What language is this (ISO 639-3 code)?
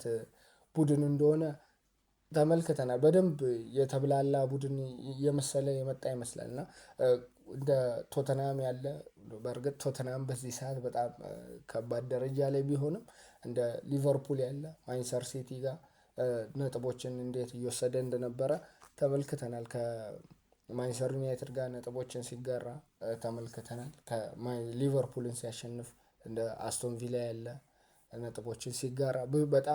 amh